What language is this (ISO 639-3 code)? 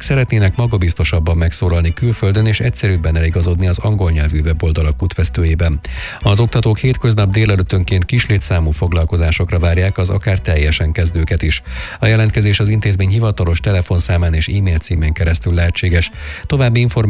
hun